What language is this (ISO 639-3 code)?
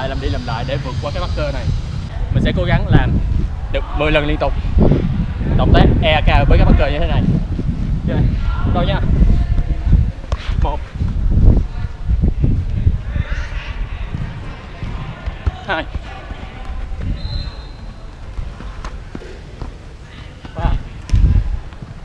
vie